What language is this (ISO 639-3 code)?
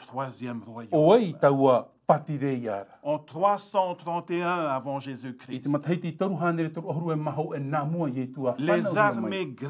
tah